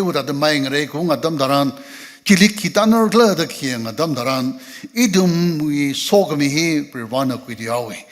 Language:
Tangkhul Naga (India)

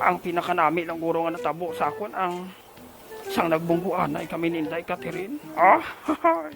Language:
Hiligaynon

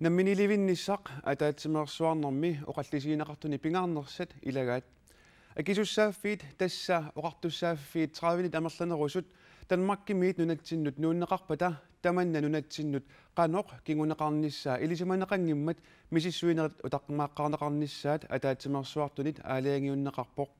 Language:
Kalaallisut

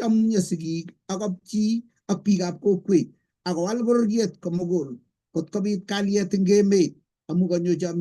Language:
Kalenjin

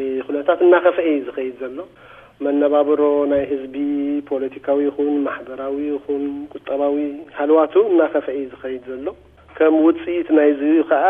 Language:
Tigrinya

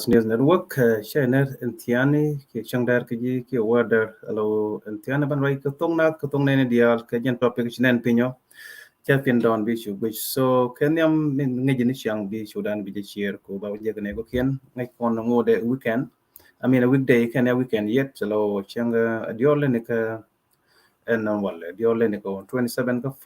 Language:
Nuer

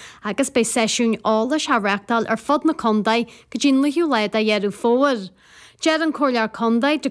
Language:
Irish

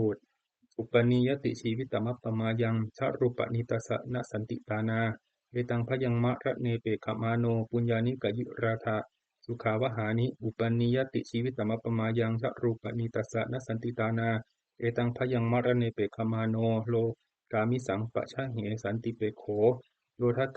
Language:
Pali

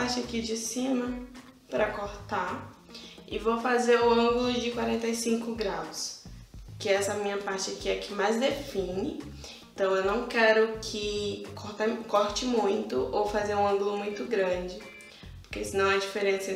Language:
Portuguese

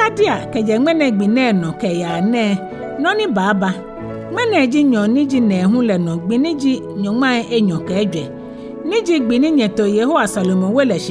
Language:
Ga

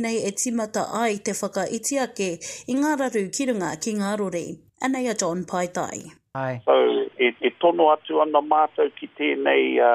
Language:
Māori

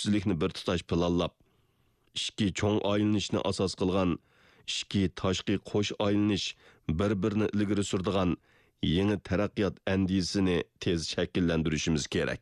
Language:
Uyghur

